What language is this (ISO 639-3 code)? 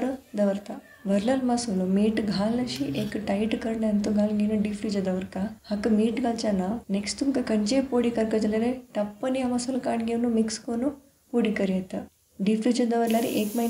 kok